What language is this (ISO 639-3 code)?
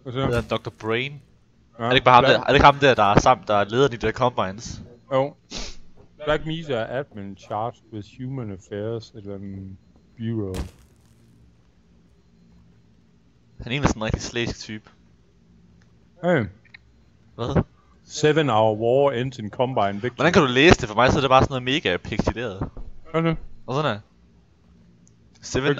dan